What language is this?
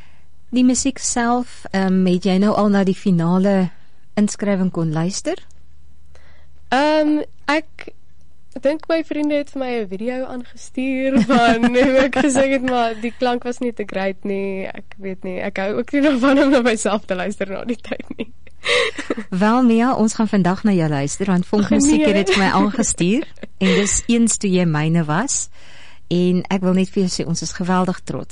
Afrikaans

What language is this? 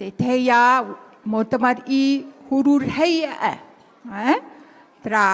Tahitian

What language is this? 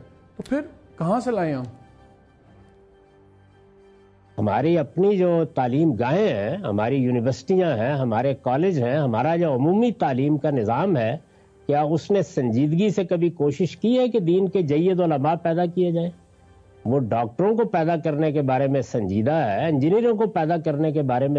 Urdu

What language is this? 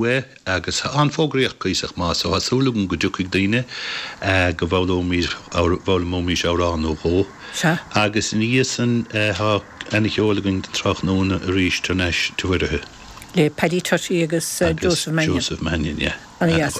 Irish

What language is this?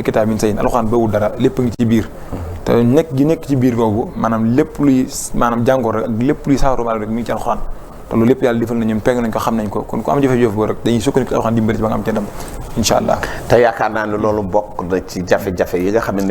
Wolof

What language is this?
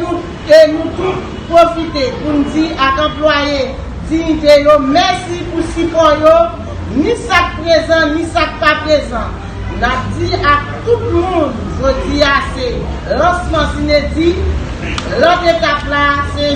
Haitian Creole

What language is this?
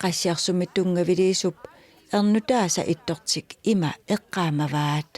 Kalaallisut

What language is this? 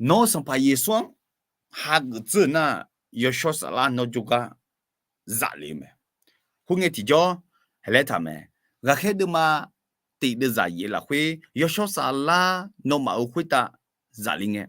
Akha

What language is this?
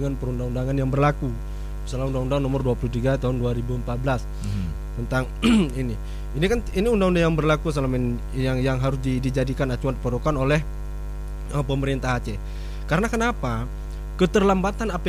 Indonesian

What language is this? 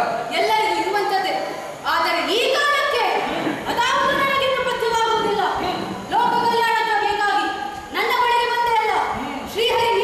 Kannada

